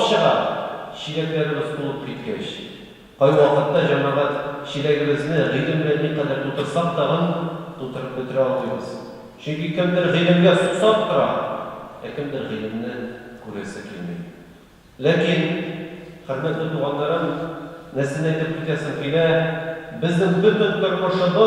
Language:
Tatar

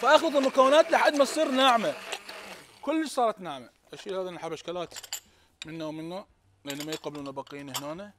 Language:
Mesopotamian Arabic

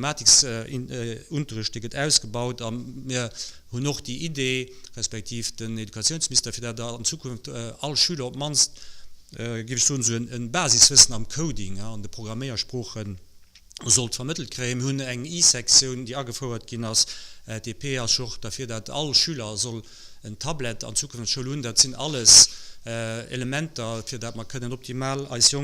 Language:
Luxembourgish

